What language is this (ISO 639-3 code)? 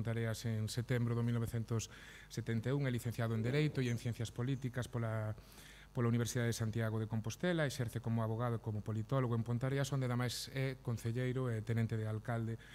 glg